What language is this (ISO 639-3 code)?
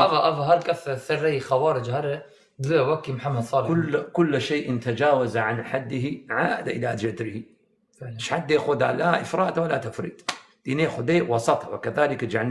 kur